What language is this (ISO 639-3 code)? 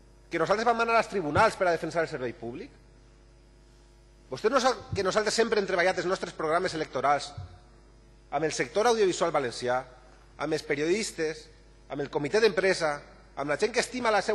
cat